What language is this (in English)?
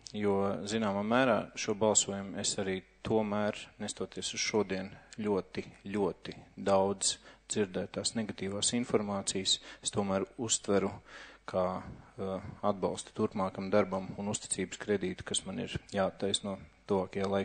Latvian